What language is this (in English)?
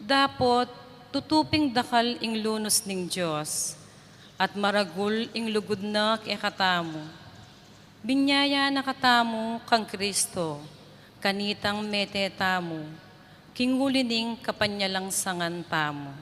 Pampanga